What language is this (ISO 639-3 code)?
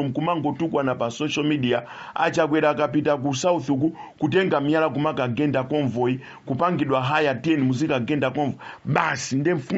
nya